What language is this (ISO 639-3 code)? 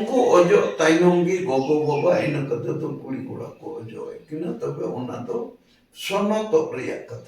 sat